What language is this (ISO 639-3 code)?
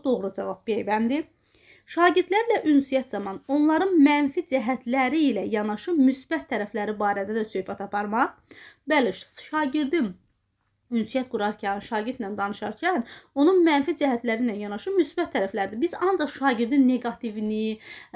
aze